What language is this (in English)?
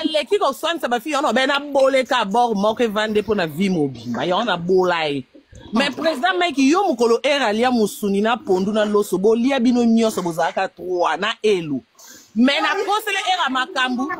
Lingala